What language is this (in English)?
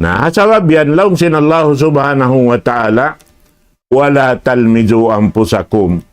Tausug